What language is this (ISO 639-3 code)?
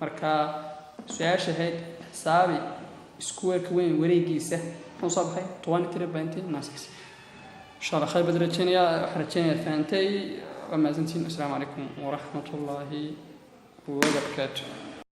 som